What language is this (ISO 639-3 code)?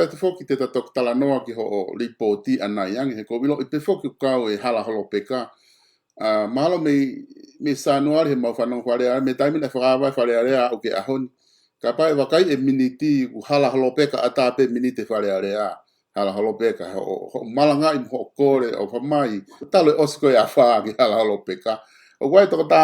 ton